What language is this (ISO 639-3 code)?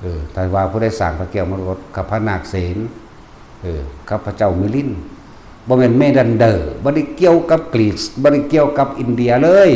tts